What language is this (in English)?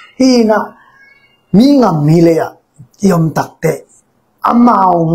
Tedim Chin